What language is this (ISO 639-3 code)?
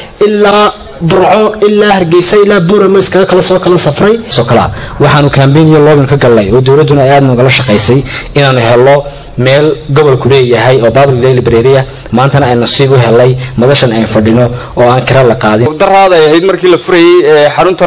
som